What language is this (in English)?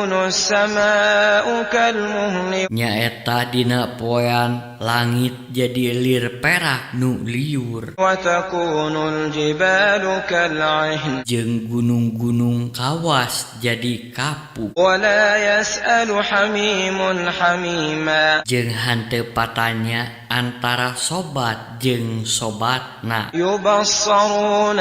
Sundanese